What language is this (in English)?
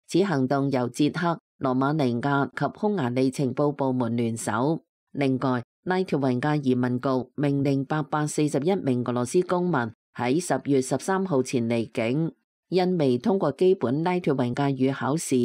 Cantonese